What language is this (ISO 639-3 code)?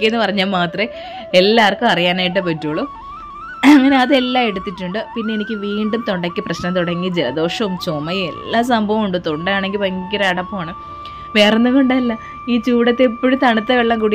mal